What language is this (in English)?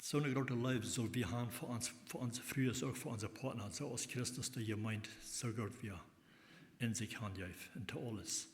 Plautdietsch